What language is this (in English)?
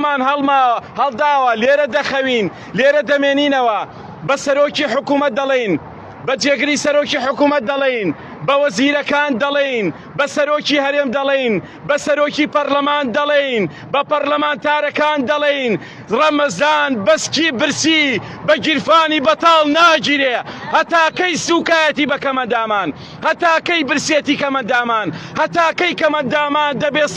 Central Kurdish